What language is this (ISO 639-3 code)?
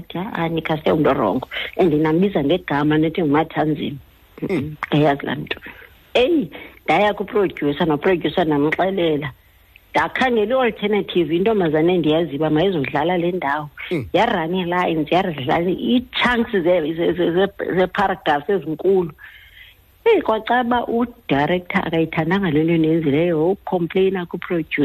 xho